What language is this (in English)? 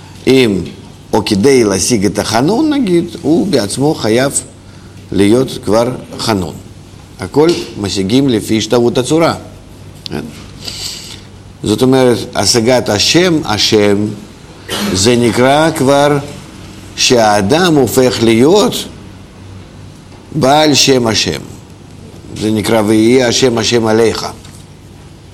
Hebrew